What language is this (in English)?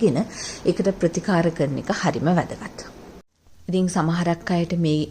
Sinhala